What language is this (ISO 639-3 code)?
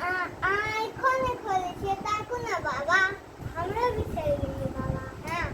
mai